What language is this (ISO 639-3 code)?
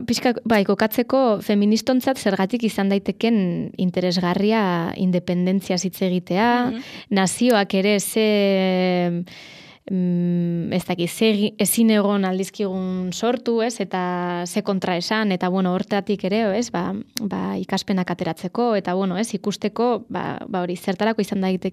eus